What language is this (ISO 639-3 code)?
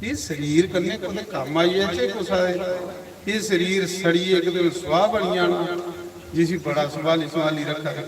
doi